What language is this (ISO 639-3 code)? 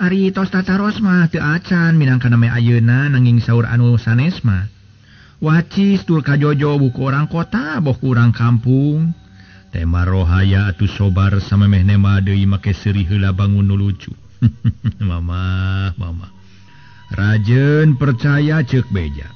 sun